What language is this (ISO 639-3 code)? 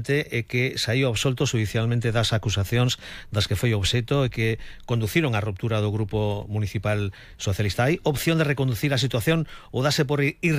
glg